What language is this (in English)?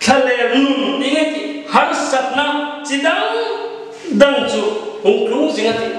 Hmar